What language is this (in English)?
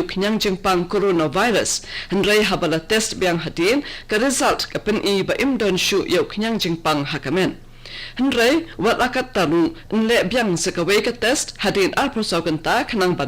Khasi